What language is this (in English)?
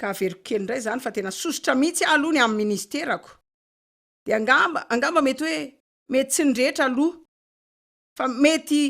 Malagasy